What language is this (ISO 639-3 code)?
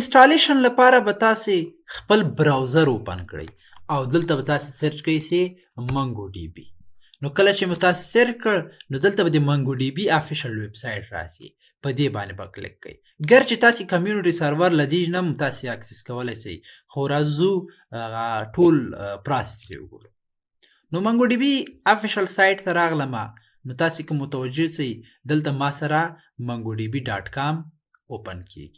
pus